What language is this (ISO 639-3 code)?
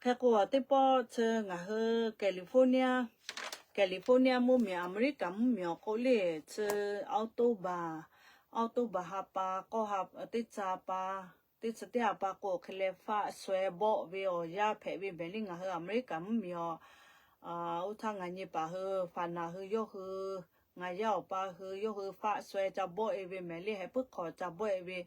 lhu